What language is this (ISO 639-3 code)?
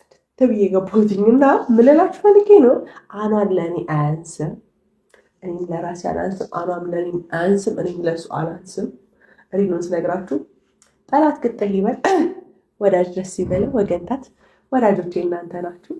amh